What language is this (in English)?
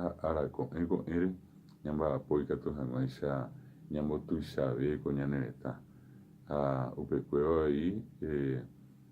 Guarani